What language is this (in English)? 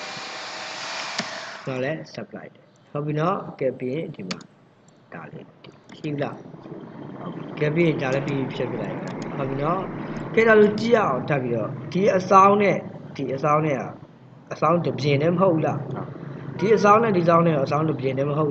Burmese